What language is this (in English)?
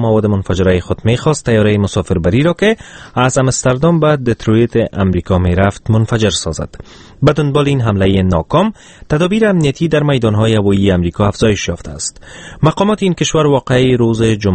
Persian